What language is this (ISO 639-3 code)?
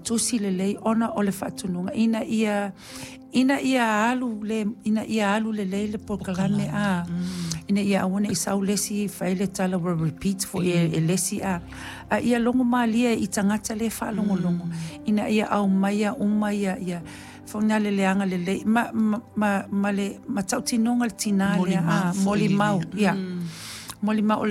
smo